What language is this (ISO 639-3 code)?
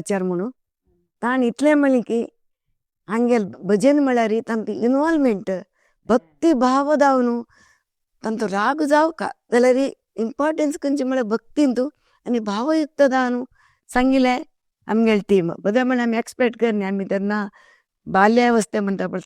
kok